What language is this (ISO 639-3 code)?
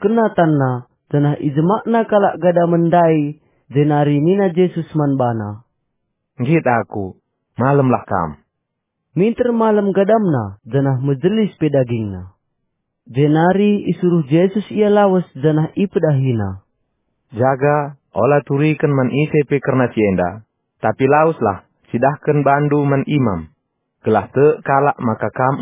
btx